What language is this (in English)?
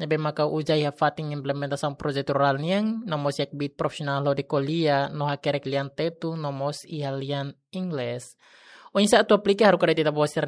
Tetum